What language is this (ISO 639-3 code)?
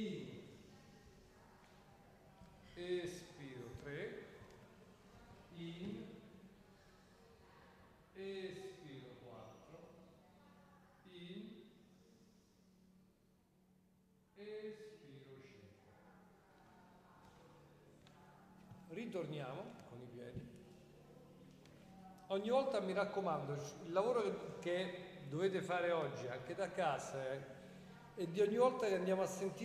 ita